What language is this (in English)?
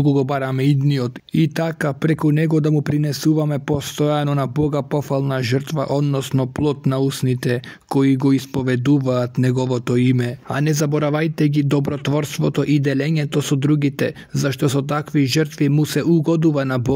Macedonian